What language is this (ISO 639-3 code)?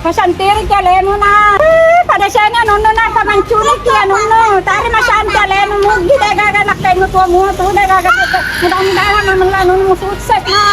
bug